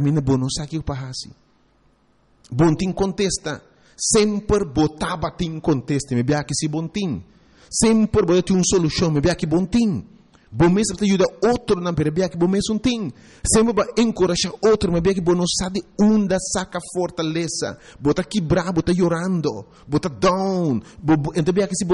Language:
Papiamento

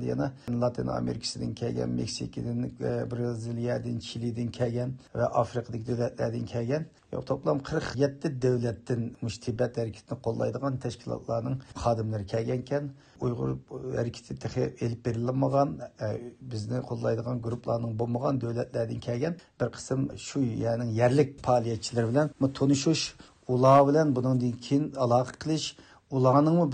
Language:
Uyghur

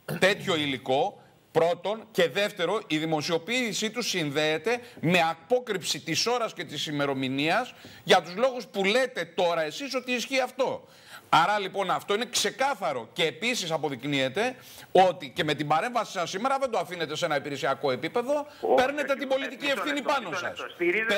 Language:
Greek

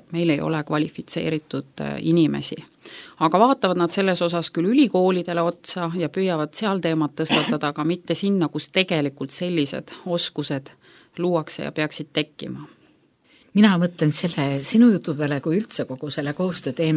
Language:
Estonian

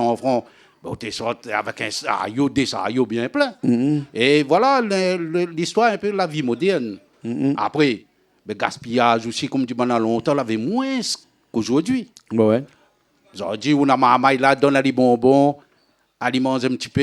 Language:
Réunion Creole French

